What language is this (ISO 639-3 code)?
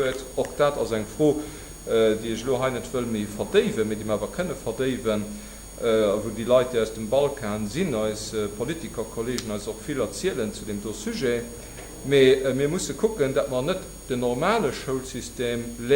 ltz